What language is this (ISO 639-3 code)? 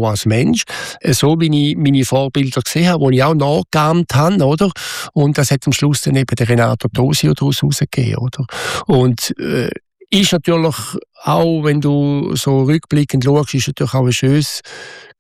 deu